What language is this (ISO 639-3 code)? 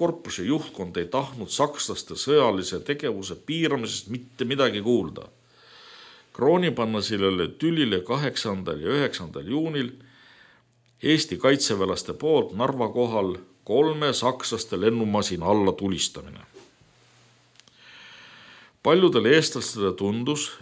est